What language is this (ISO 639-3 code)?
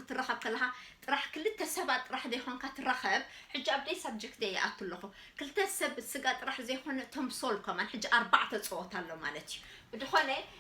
tir